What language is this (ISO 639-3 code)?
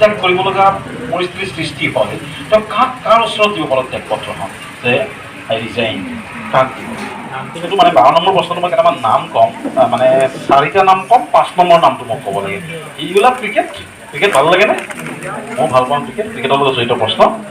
asm